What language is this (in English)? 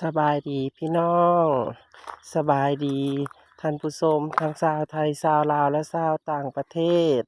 Northeastern Thai